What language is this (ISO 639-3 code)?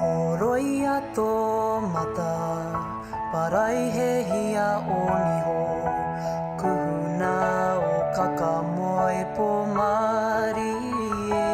mri